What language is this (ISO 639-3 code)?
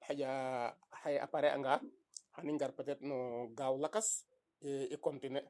srr